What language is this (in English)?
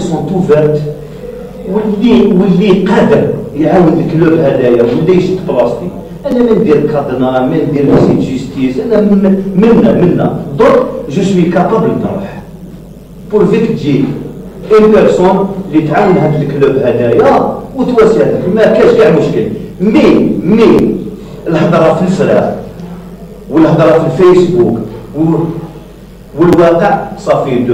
Algerian Arabic